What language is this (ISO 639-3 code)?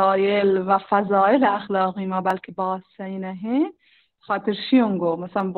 bal